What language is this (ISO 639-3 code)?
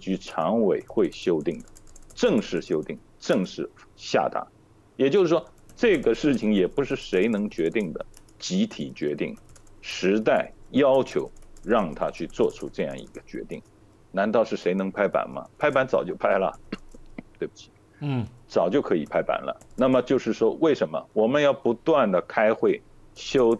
zho